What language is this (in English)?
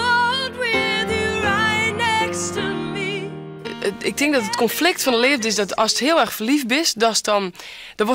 Western Frisian